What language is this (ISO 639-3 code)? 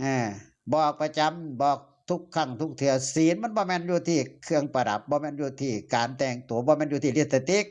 tts